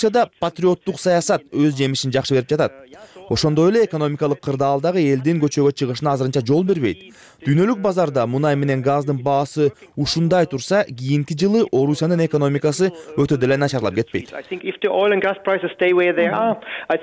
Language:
Kyrgyz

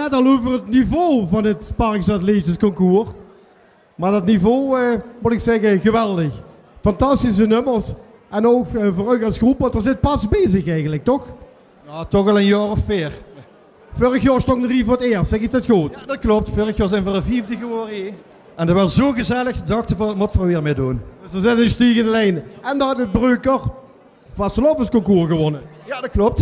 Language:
Limburgish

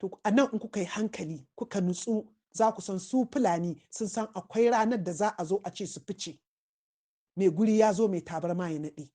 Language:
Hausa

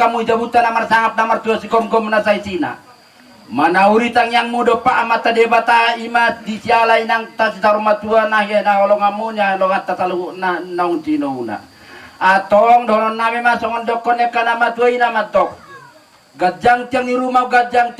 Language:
Batak Toba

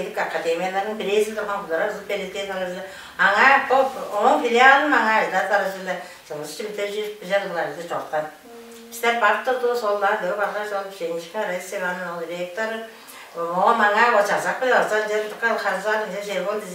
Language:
Tuvinian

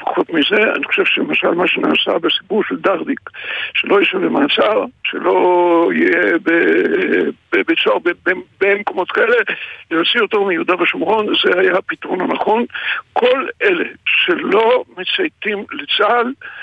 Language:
Hebrew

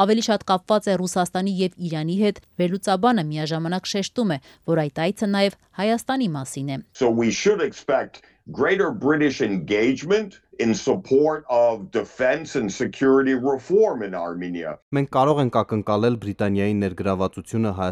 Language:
Armenian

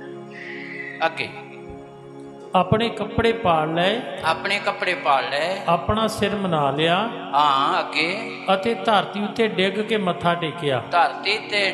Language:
Punjabi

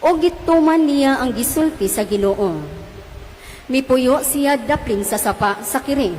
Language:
Cebuano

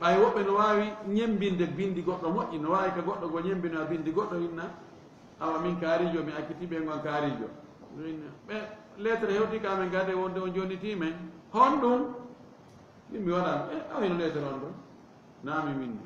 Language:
Fula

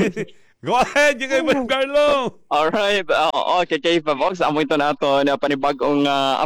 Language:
Waray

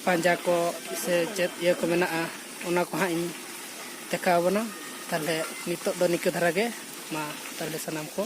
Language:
Santali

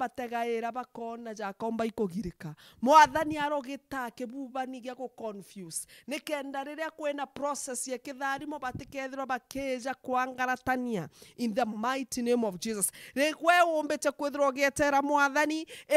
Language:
Meru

